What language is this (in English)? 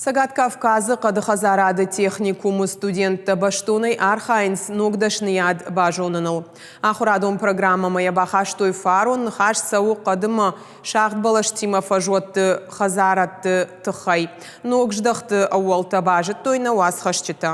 Ossetic